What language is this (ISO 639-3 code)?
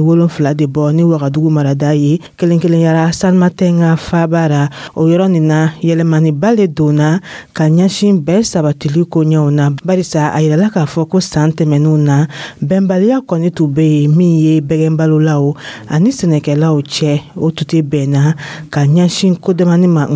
dyu